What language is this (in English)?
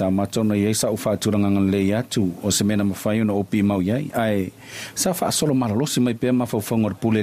Samoan